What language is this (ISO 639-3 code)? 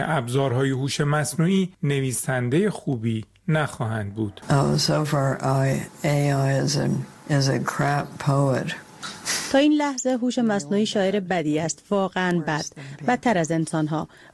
fas